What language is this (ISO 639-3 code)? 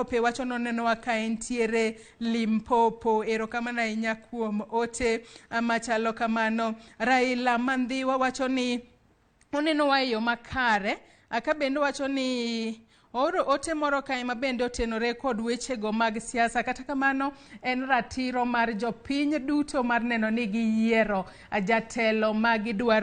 luo